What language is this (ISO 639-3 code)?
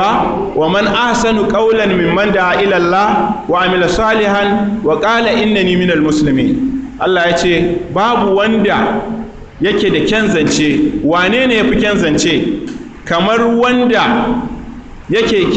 hau